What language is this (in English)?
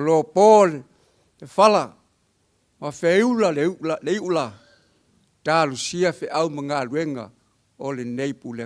Samoan